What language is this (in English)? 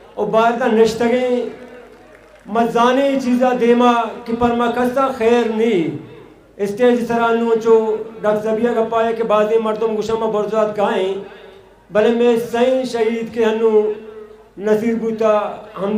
Baluchi